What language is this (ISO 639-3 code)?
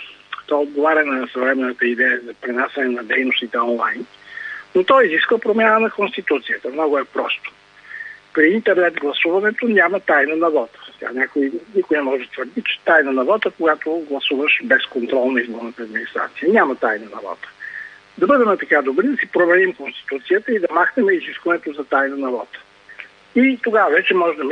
bul